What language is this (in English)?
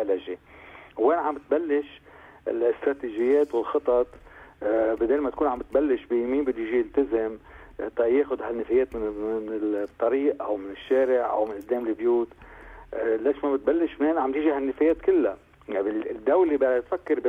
North Levantine Arabic